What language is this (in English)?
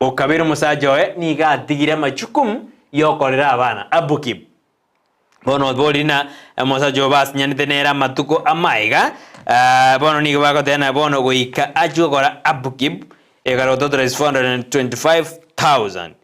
Gusii